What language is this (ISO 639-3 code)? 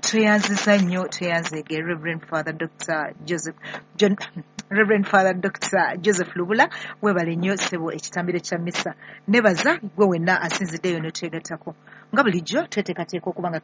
lug